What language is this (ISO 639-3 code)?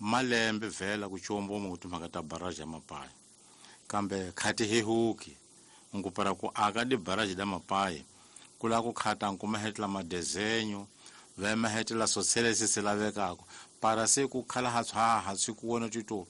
tso